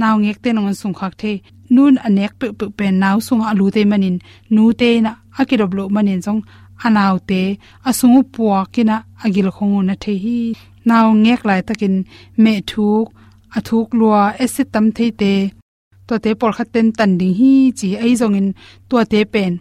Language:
Tedim Chin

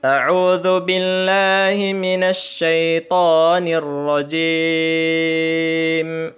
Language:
Tausug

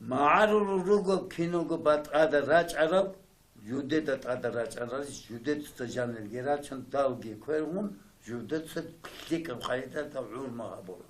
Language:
Avaric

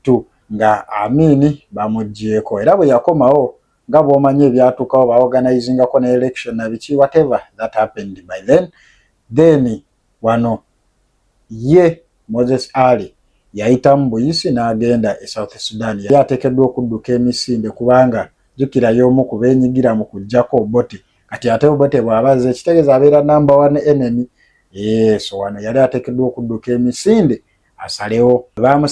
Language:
Ganda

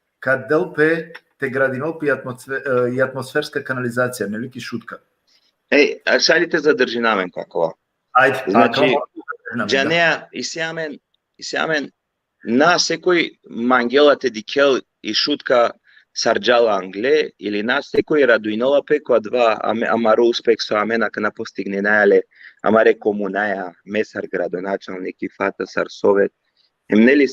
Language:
Balkan Romani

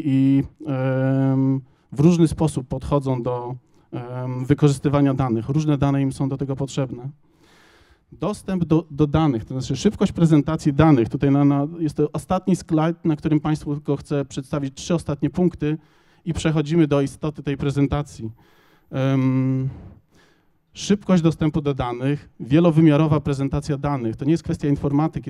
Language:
Polish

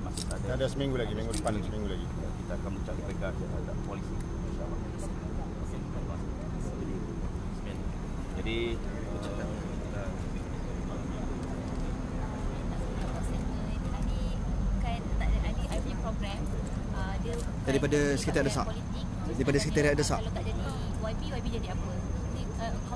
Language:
Malay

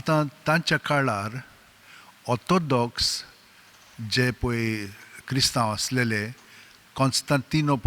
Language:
Konkani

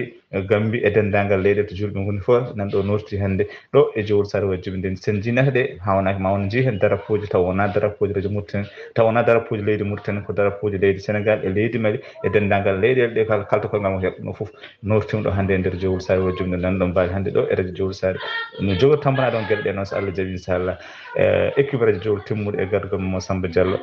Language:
Fula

